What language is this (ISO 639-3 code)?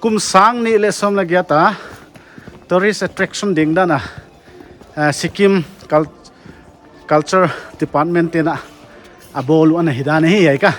pck